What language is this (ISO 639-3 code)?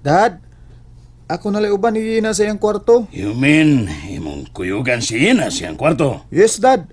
ceb